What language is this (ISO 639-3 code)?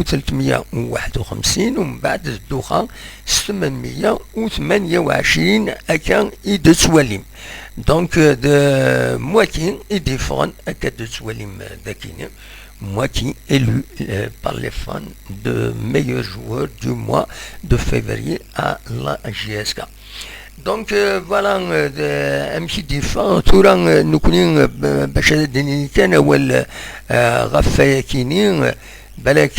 kab